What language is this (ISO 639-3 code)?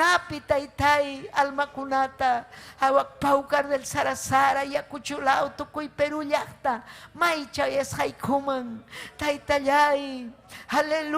quy